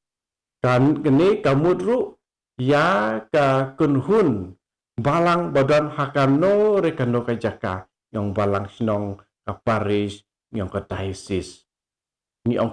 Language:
Khasi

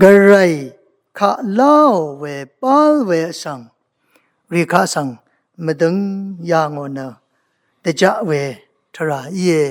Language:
Rawang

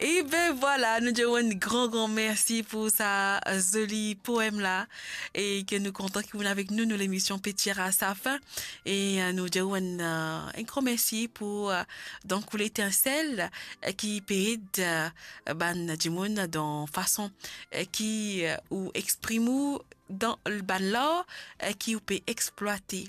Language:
Morisyen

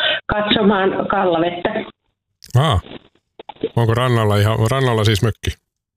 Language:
Finnish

